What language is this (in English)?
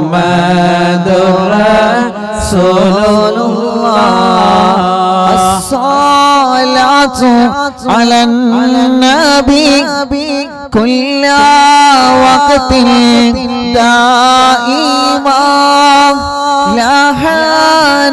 Malayalam